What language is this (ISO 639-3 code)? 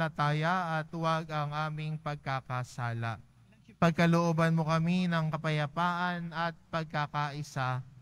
fil